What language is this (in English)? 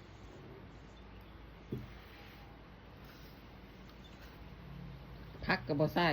Northeastern Thai